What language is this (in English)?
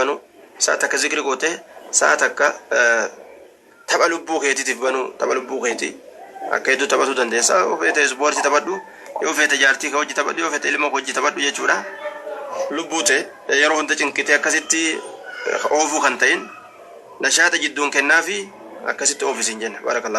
Oromo